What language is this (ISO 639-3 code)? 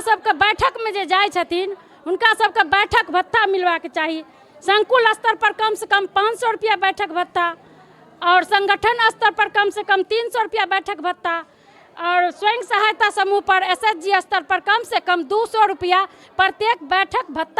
mai